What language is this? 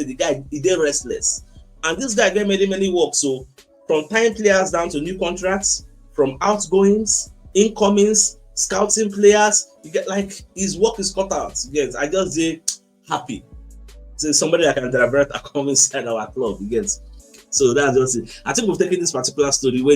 Nigerian Pidgin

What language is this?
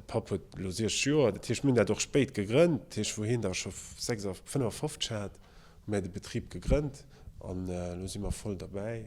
Luxembourgish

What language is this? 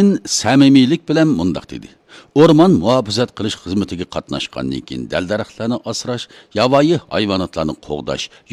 Uyghur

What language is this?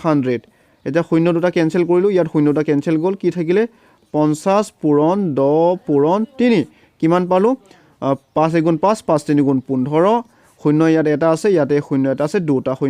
Assamese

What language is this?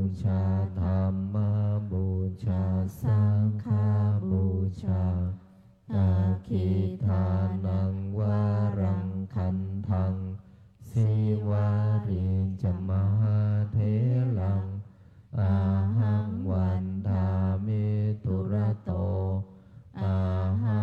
Pali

